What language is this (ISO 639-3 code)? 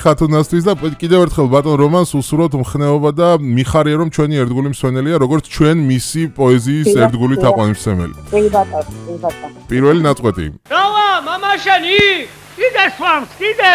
kat